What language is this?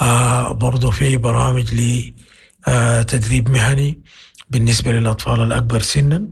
Sudanese Arabic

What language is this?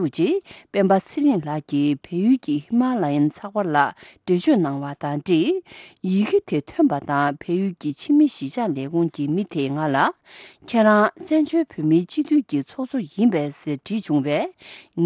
Tibetan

